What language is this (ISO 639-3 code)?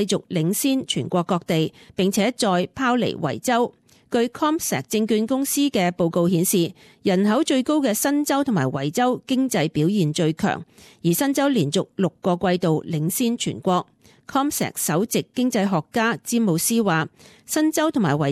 yue